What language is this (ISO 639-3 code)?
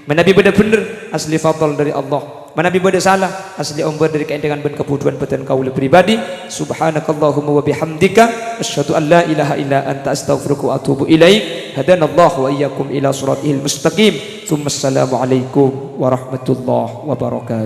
mad